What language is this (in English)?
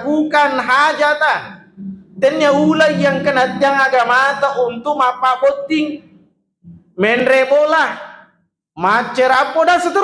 Buginese